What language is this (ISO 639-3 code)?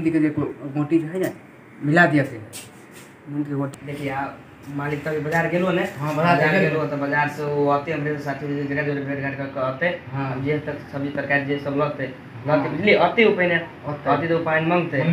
mai